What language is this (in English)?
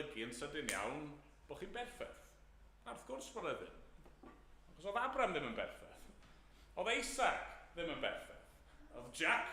Welsh